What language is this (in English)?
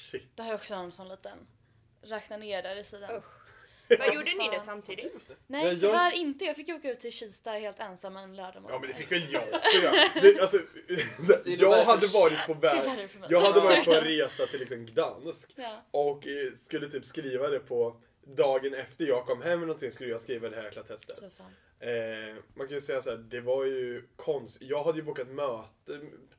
Swedish